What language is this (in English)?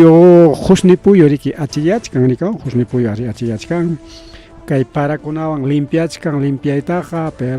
Ayacucho Quechua